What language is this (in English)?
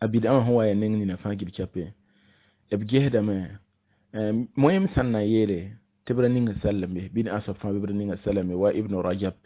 Mossi